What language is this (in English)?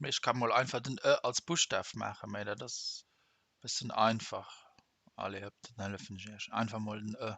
Luxembourgish